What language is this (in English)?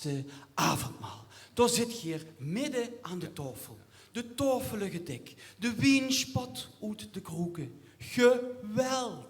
Limburgish